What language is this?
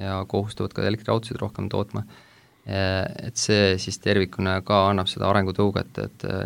Estonian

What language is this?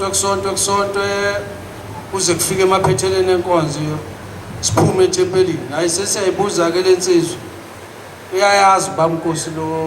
Zulu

